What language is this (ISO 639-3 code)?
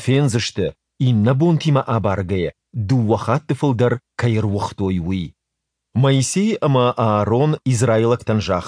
oss